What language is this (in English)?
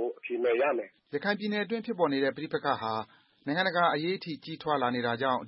Burmese